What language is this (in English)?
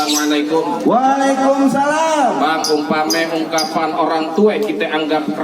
Betawi